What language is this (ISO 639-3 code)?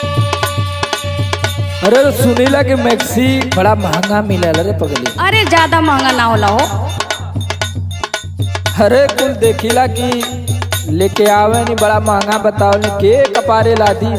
bho